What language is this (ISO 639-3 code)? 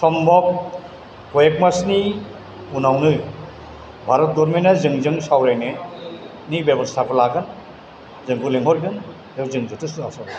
brx